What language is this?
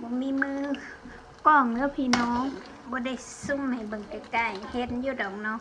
Lao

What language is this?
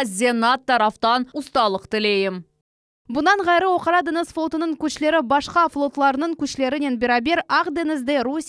Crimean Tatar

